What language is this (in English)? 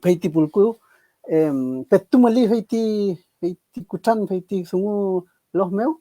Mapuche